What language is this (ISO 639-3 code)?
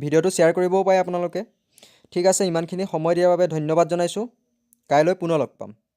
asm